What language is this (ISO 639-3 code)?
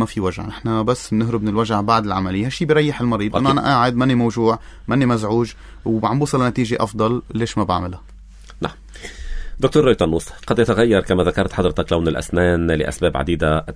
apc